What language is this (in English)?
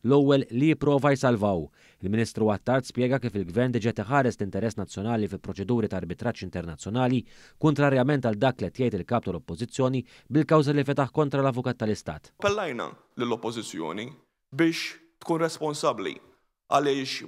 Maltese